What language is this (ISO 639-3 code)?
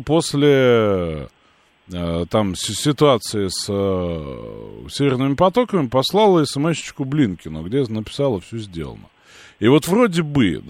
rus